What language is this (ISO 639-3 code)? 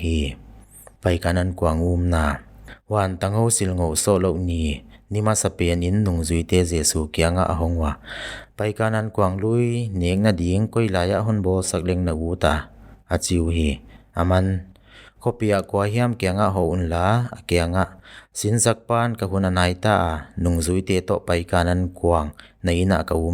pck